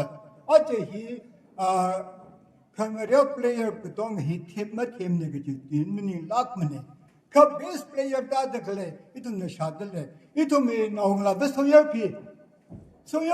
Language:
Tangkhul Naga (India)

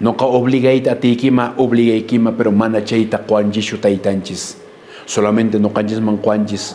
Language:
Quechua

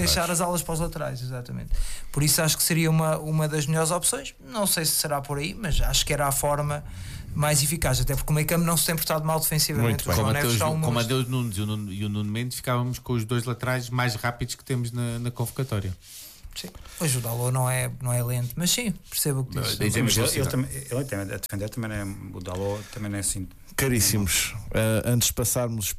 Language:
Portuguese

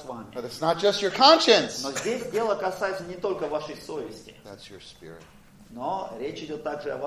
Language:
Russian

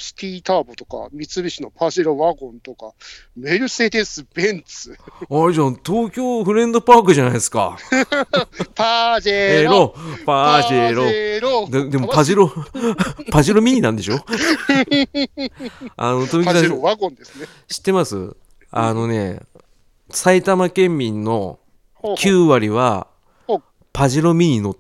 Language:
Japanese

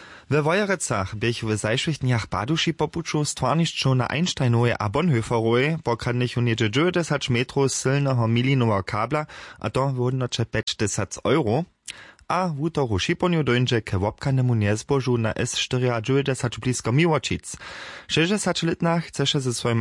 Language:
Upper Sorbian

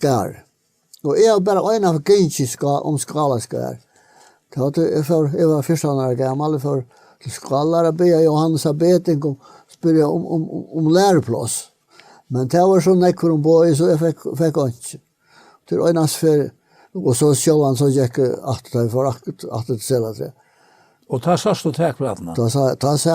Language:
Faroese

